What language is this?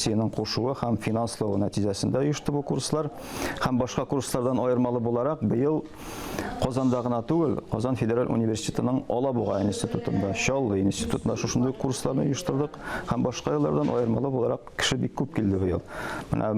Tatar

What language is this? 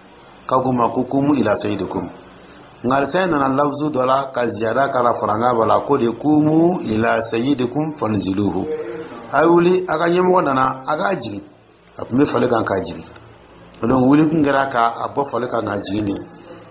Dyula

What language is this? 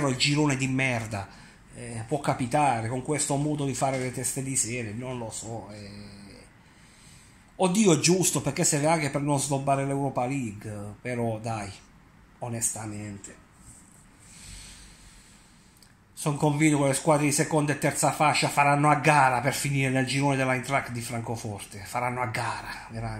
Italian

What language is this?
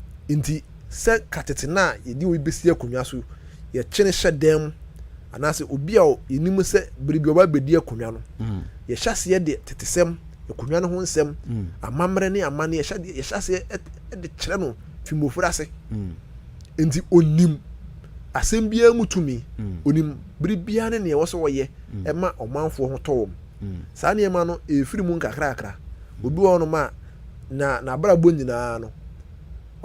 Akan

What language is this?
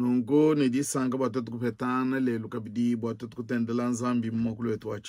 Luba-Lulua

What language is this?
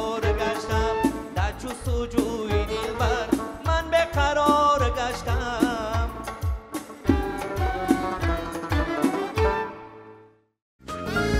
Persian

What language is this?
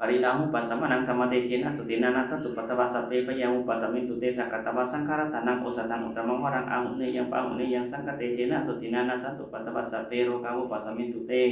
Pali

